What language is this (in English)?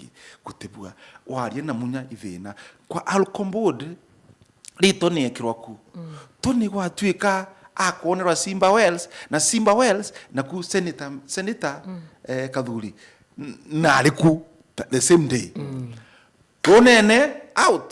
Meru